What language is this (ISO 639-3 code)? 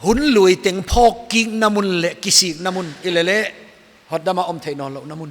pck